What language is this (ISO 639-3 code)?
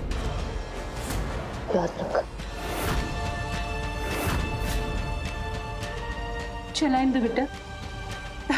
bho